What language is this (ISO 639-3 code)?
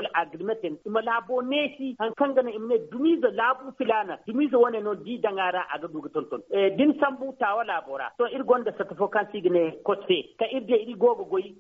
dje